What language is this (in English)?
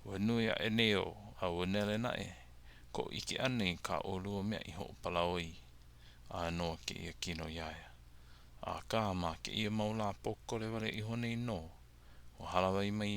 Hawaiian